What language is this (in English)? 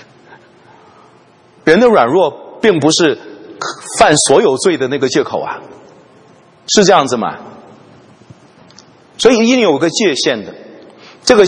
Chinese